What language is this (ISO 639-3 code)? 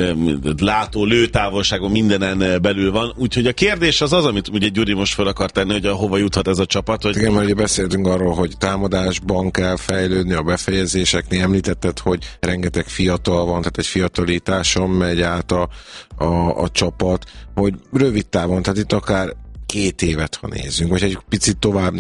hun